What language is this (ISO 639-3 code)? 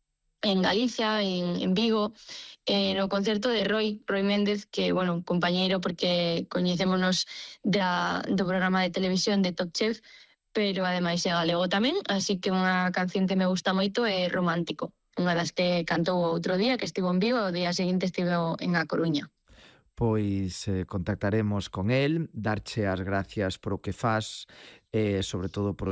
glg